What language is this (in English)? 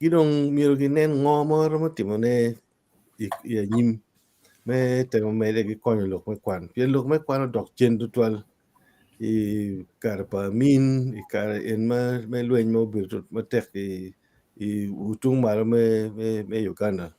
Acoli